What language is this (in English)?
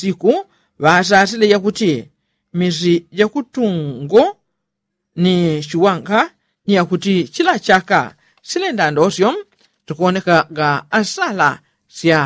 Yao